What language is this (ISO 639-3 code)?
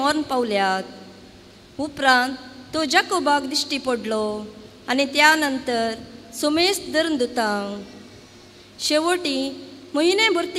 kok